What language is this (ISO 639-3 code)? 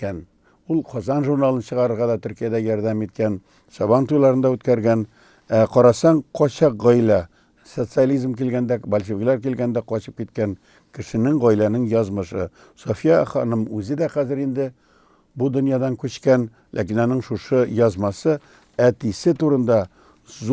tat